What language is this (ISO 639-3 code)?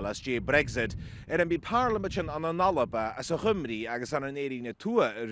gla